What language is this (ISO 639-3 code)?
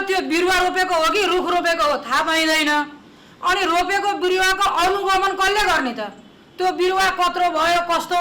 nep